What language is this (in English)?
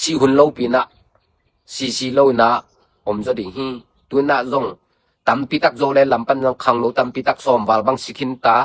Tedim Chin